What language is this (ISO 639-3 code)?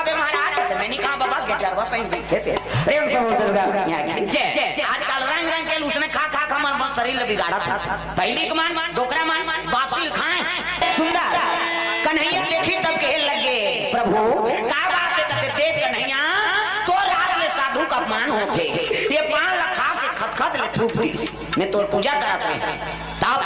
hne